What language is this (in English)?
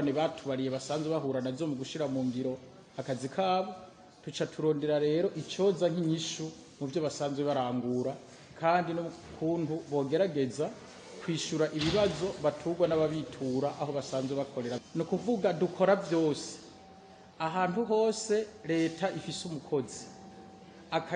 Rundi